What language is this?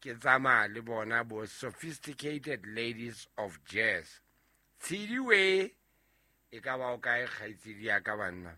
Southern Sotho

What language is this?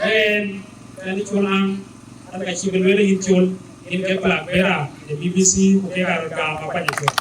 Dinka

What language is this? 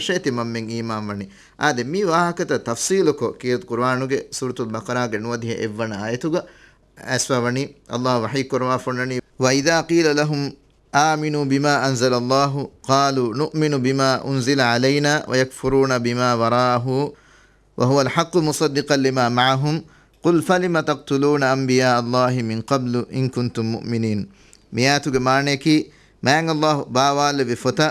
Divehi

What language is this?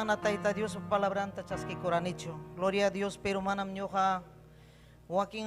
Ayacucho Quechua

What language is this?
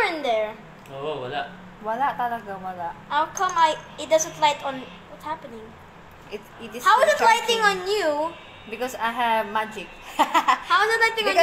Filipino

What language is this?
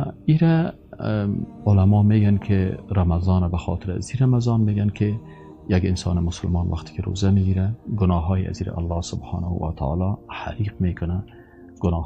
Persian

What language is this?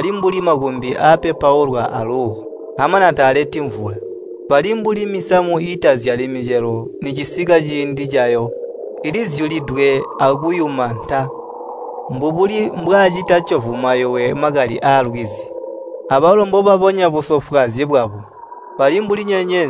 Tonga (Zambia)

